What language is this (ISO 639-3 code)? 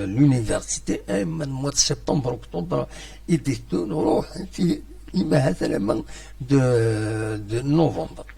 kab